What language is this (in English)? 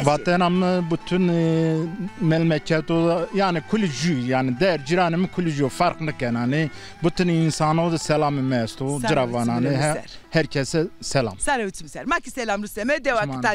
Zaza